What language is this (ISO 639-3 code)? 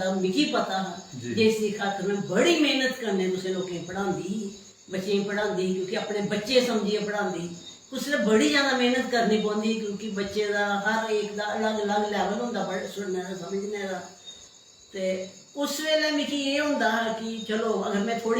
doi